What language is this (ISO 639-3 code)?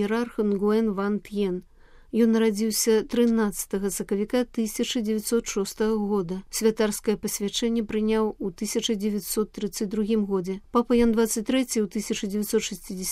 bel